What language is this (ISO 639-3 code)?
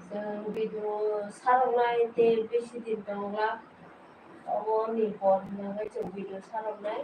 trp